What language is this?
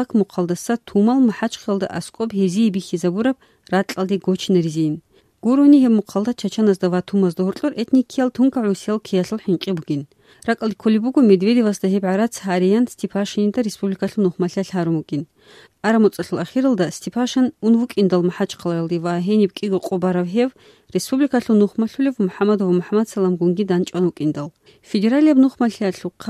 Avaric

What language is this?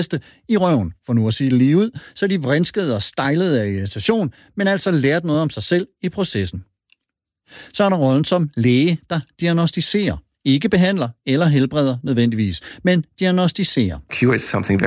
Danish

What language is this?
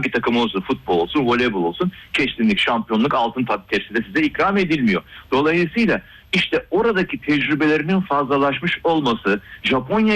Turkish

